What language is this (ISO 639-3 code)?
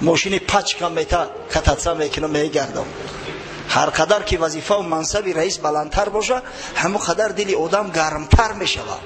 tgk